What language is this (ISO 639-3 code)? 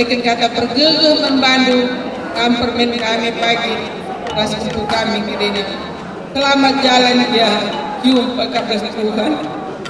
btx